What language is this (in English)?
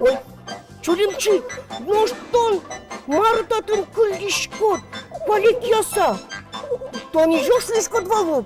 Udmurt